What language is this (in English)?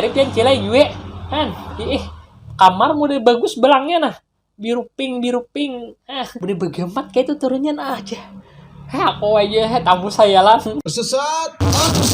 Banjar